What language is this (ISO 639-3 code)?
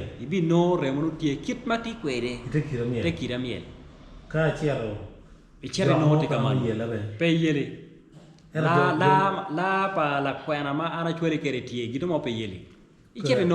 ach